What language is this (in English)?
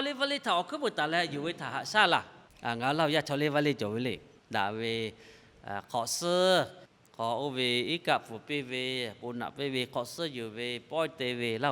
Lahu